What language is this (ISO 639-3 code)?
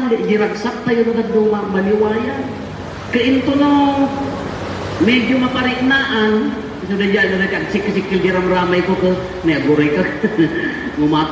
ilo